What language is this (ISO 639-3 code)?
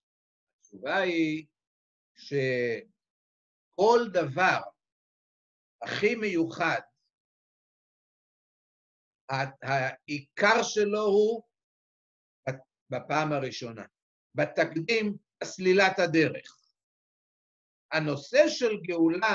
heb